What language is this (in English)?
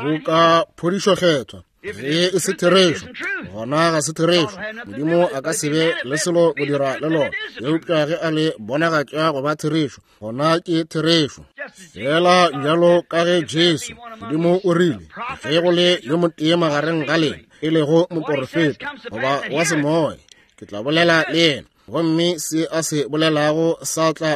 Northern Sotho